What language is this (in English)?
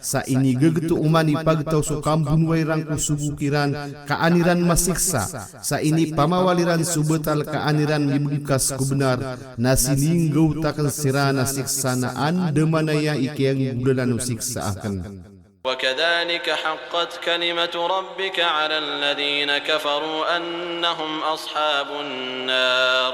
Maranao